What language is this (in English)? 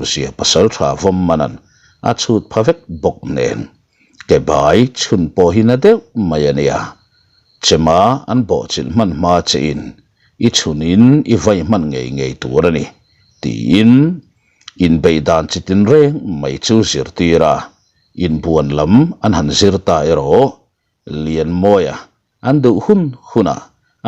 Mizo